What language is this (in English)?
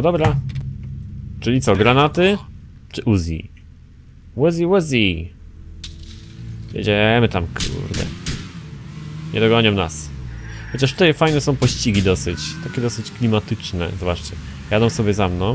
Polish